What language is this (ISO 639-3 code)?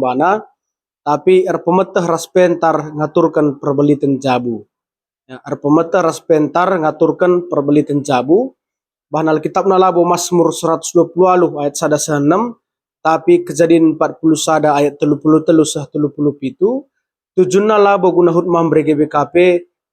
btx